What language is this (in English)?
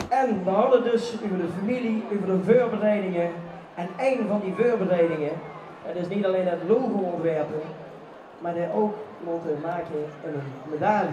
Limburgish